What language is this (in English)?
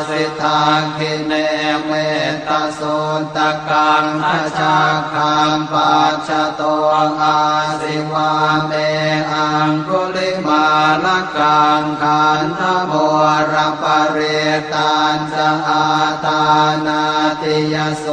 Pali